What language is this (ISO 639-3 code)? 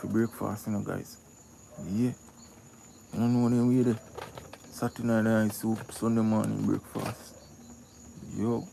jam